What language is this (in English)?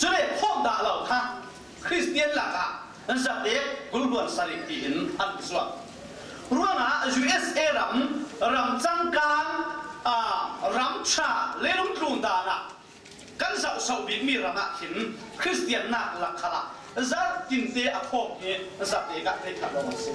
Falam Chin